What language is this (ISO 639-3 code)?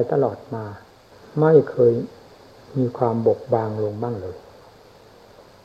tha